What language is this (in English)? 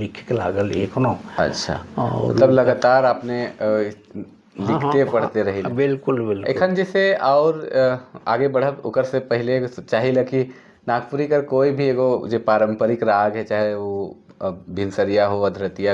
Sadri